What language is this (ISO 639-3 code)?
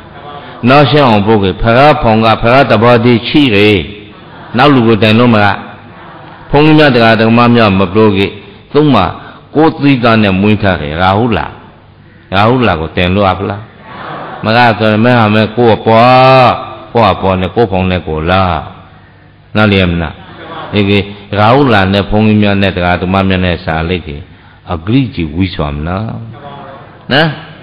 mya